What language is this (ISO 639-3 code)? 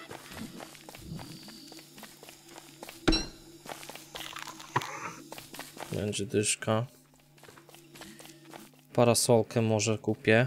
pol